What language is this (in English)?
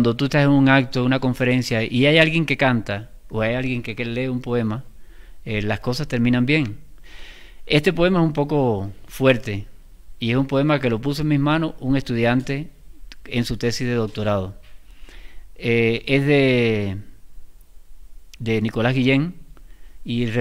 Spanish